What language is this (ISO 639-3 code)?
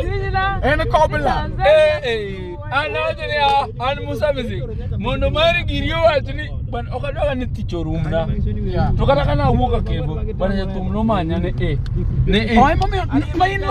luo